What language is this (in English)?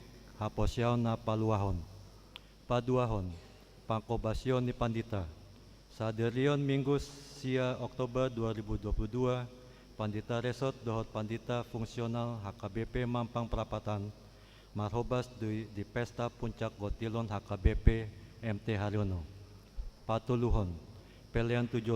Batak Toba